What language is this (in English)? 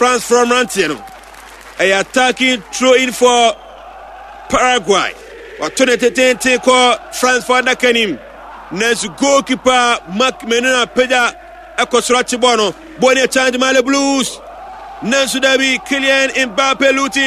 Akan